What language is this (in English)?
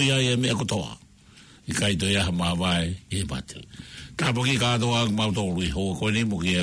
Tongan